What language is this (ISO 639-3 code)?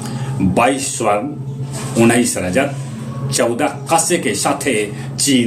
mag